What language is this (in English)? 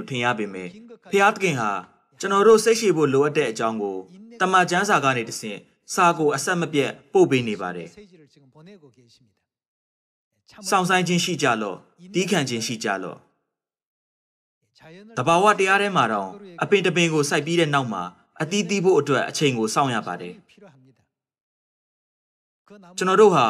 Burmese